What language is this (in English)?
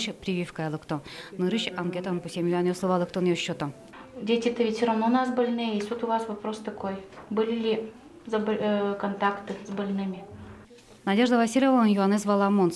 Udmurt